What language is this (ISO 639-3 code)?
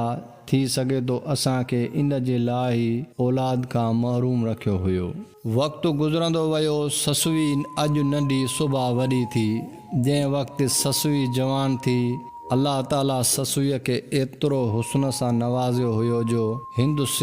snd